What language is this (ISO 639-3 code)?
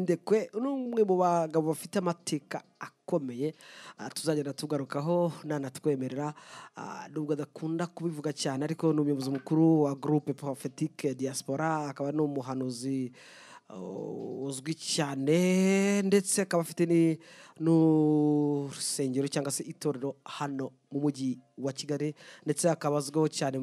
kin